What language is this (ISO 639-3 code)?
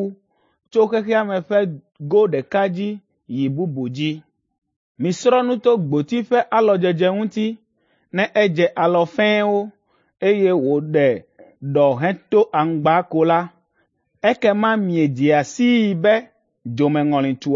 ewe